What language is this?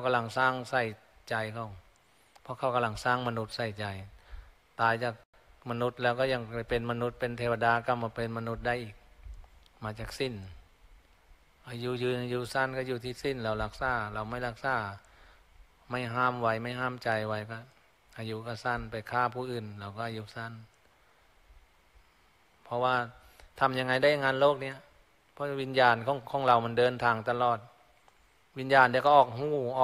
Thai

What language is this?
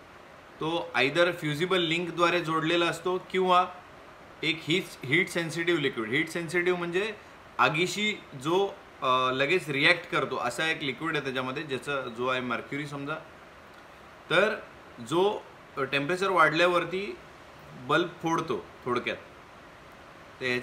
Marathi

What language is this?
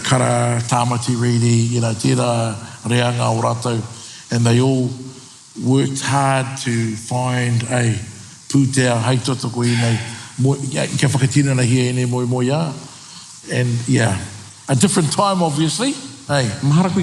Māori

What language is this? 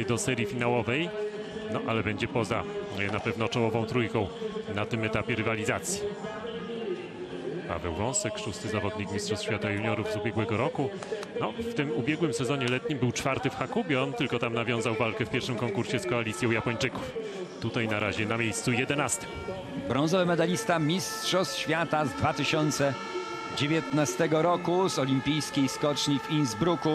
Polish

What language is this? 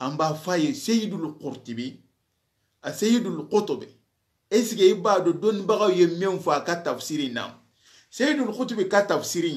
Soninke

